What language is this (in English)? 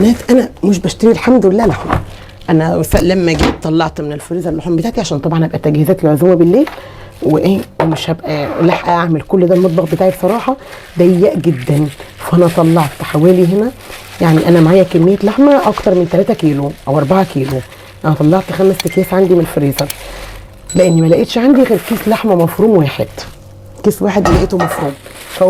Egyptian Arabic